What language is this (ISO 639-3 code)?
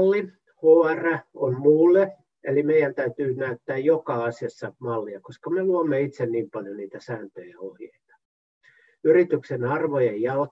fin